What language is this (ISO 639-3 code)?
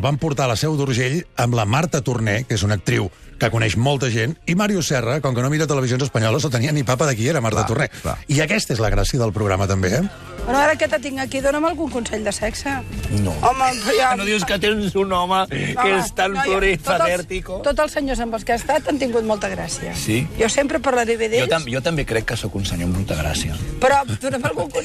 cat